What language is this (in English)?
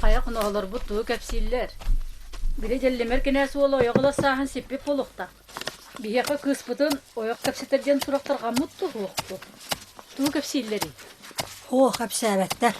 Yakut